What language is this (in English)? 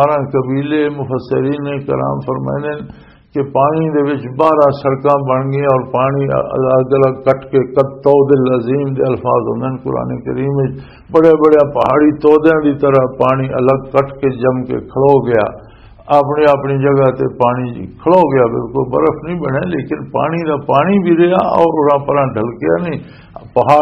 Western Panjabi